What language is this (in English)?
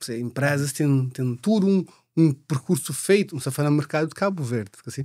Kabuverdianu